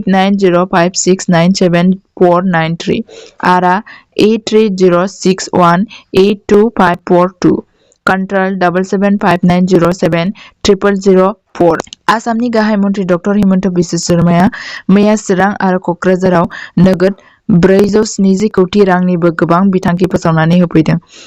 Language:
Bodo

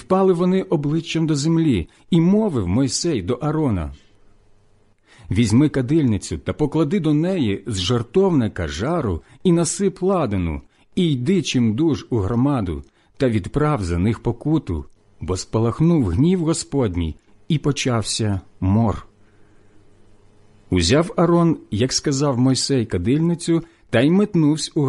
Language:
Ukrainian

